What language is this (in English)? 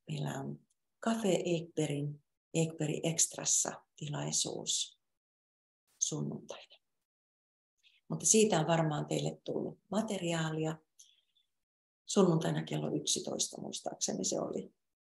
Finnish